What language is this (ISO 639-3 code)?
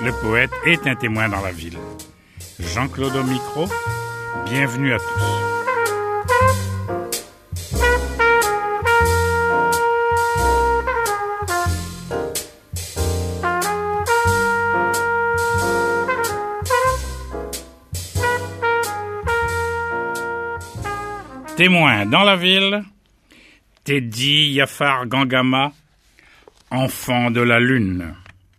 fra